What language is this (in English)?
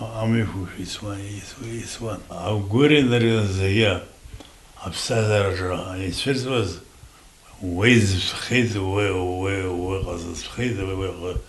Abkhazian